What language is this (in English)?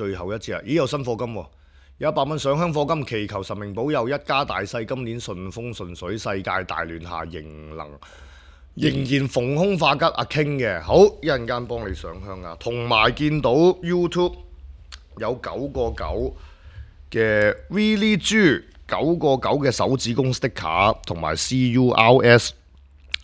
Cantonese